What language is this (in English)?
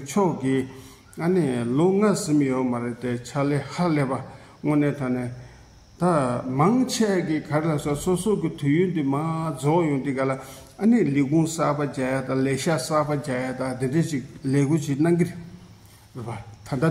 Tibetan